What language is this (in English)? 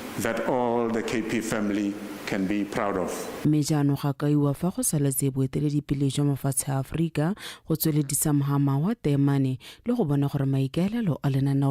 Tswana